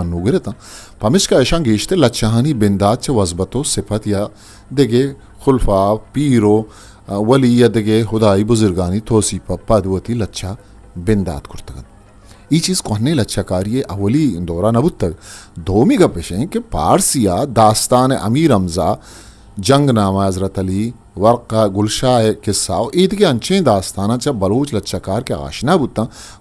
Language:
Eastern Balochi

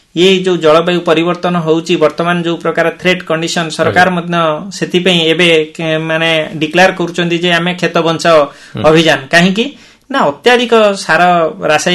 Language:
Odia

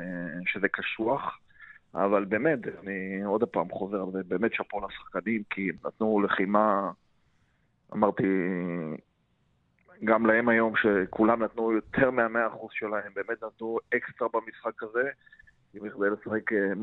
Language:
Hebrew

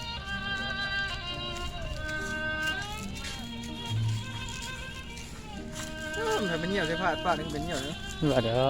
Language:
Lao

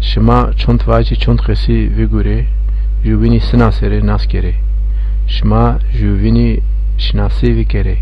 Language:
Zaza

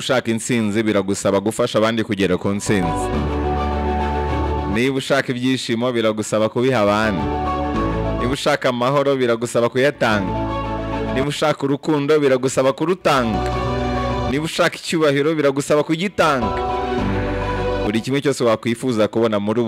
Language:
Kinyarwanda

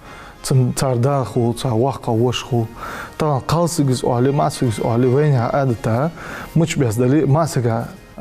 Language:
Ingush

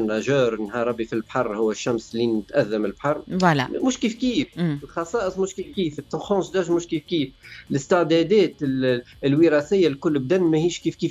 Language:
Tunisian Arabic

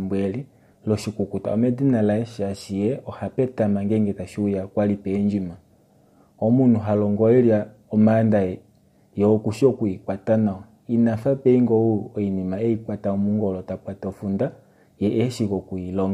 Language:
Kuanyama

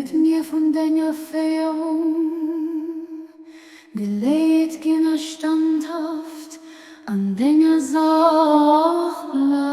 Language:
Luxembourgish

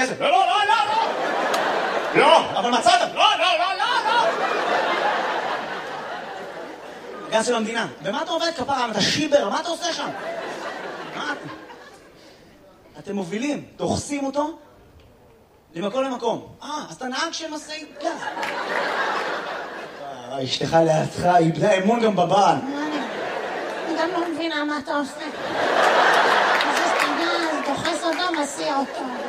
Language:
Hebrew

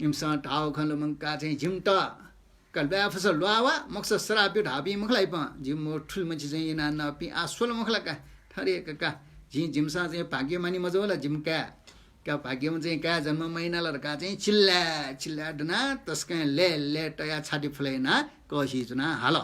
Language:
Newari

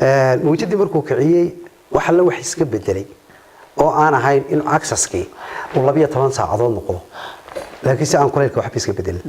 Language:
Somali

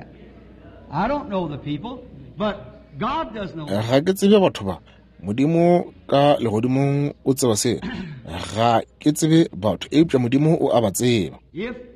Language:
Northern Sotho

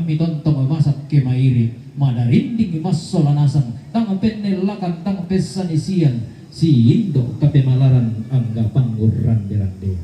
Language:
Toraja-Sa'dan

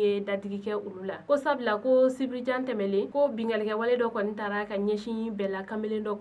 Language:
Bambara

